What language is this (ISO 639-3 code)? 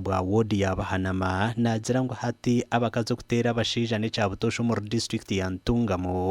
nyn